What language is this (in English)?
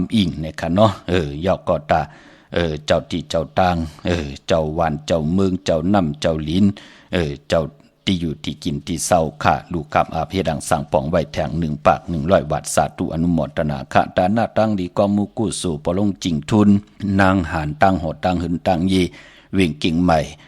Shan